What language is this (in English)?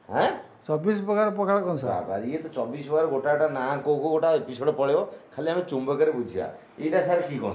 Odia